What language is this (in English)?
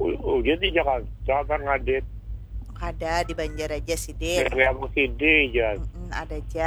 Banjar